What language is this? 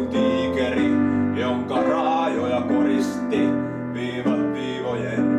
Finnish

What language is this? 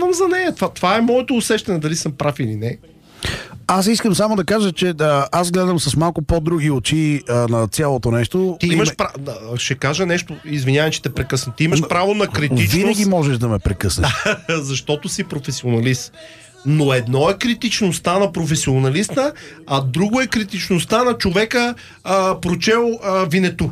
Bulgarian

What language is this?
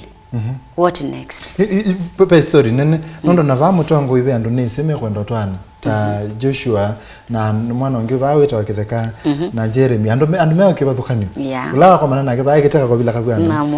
Kamba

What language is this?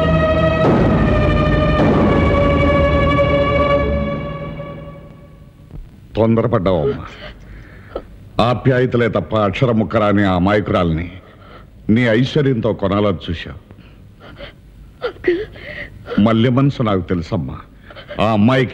Telugu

